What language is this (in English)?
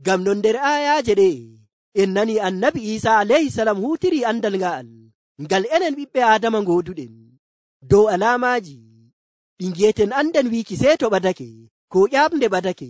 Nigerian Fulfulde